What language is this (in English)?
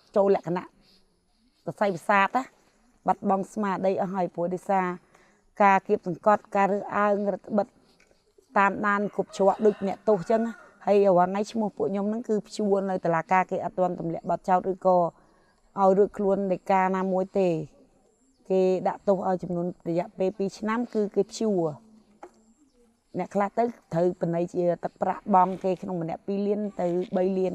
Khmer